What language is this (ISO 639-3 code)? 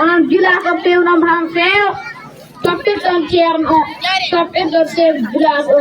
ful